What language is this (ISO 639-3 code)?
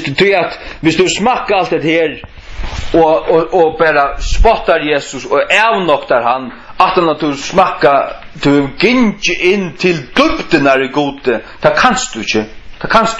fao